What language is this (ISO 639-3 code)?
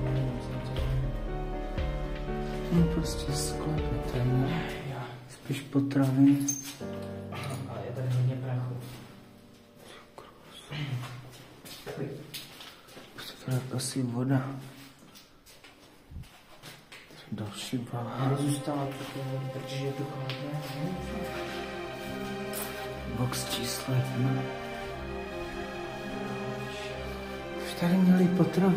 ces